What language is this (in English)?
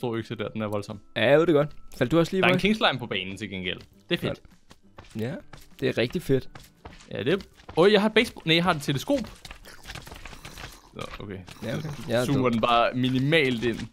Danish